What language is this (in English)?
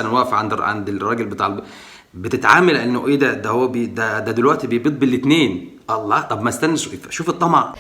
Egyptian Arabic